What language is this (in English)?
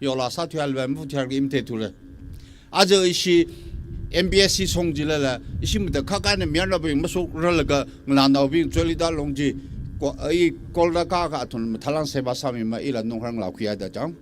Tangkhul Naga (India)